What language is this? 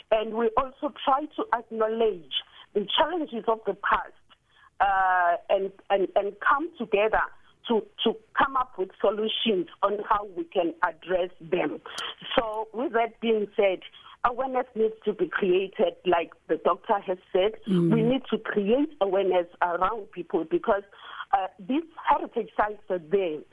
English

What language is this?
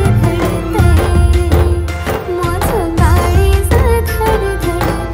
Marathi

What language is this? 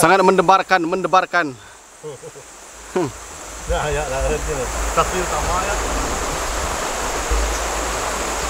Malay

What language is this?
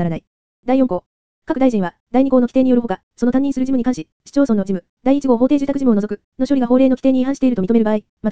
Japanese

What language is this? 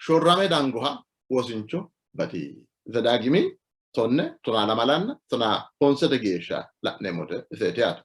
Sidamo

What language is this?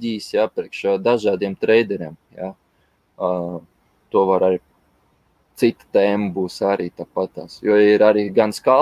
Latvian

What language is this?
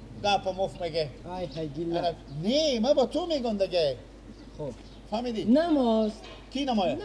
Persian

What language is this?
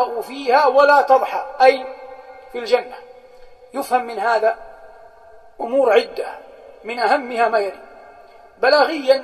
Arabic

